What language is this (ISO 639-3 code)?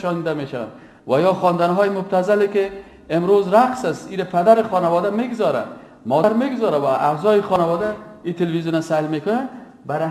fas